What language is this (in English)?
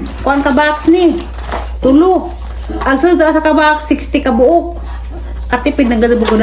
Cebuano